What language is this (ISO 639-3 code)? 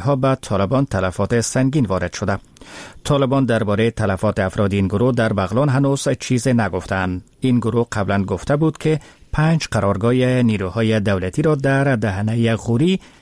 fas